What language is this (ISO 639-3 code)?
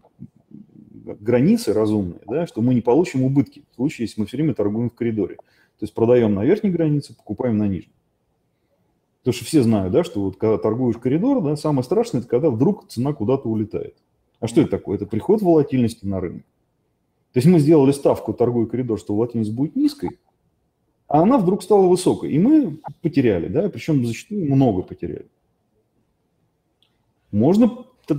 rus